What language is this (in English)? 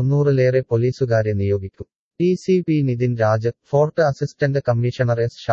Malayalam